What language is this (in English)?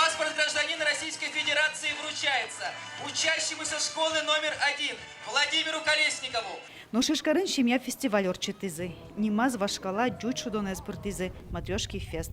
Udmurt